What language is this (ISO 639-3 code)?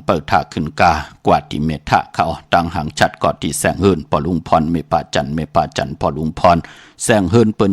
shn